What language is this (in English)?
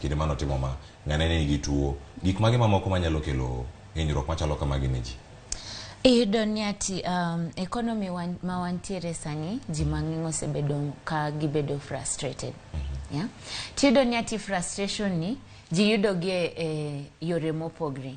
Luo (Kenya and Tanzania)